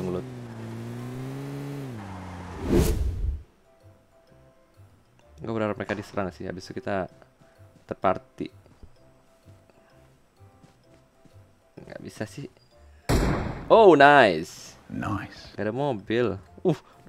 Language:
Indonesian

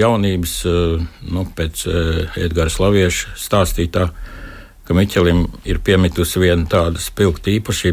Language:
Latvian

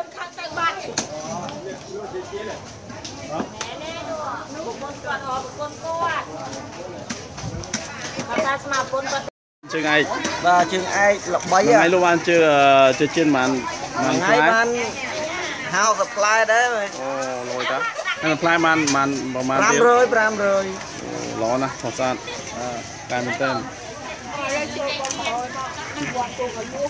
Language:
Vietnamese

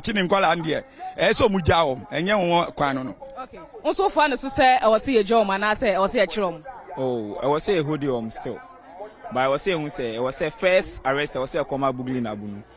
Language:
Akan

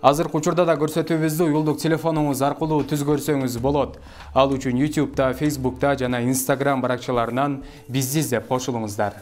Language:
Kyrgyz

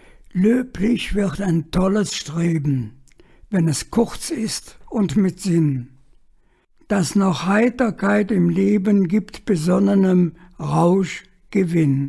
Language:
Colognian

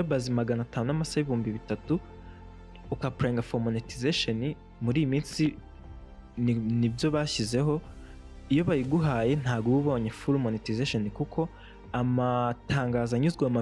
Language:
Kinyarwanda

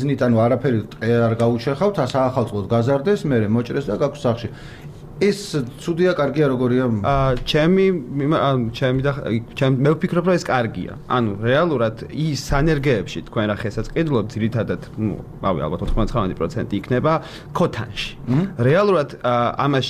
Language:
Georgian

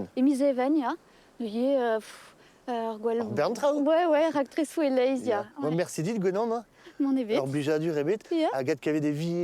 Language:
Breton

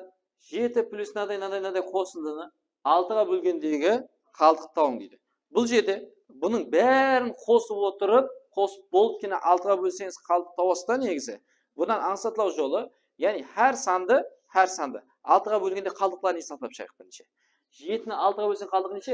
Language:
Kara-Kalpak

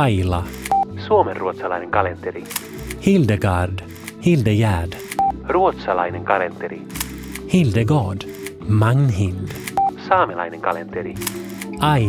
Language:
Finnish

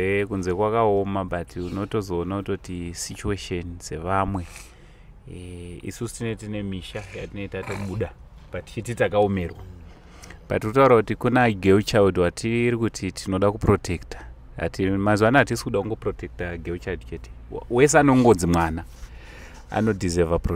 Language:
Shona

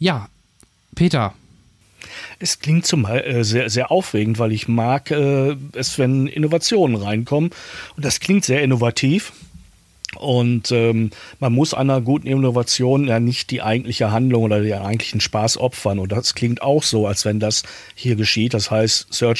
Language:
German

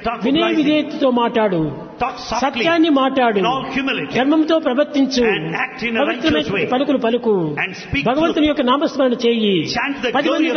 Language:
Telugu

